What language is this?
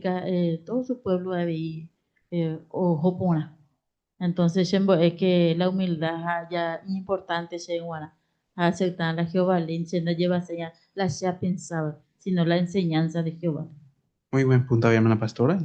Guarani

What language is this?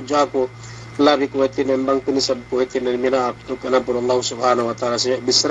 Yakan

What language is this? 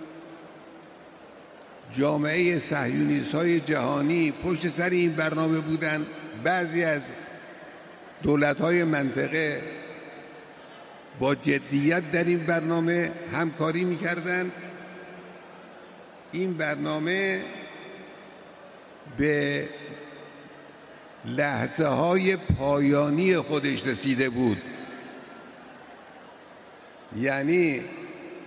Persian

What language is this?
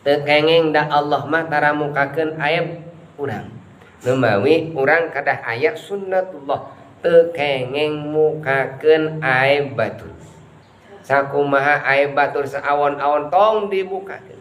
Sundanese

